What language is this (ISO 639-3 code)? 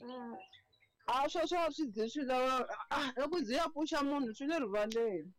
tso